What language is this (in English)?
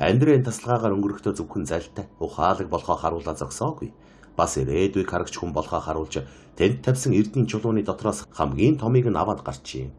Mongolian